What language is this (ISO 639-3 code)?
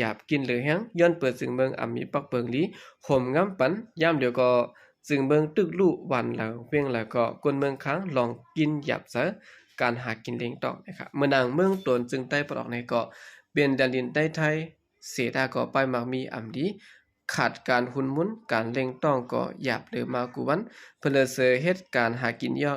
shn